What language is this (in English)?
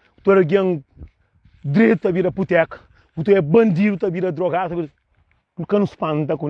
Kabuverdianu